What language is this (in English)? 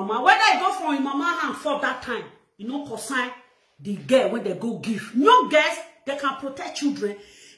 Nigerian Pidgin